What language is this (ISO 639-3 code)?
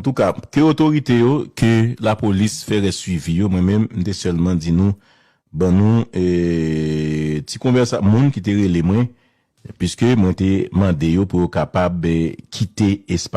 hat